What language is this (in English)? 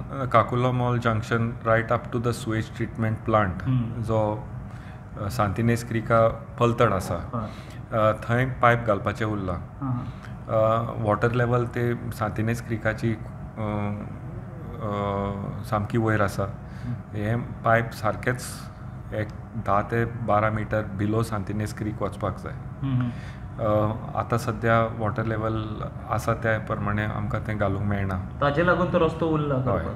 Konkani